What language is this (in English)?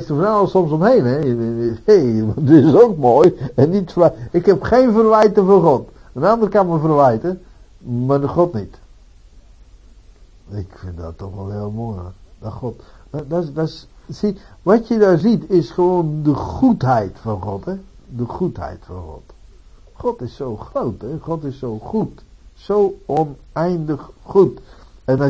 Dutch